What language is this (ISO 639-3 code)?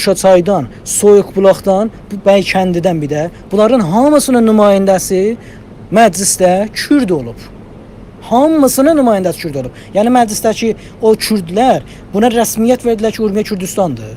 azb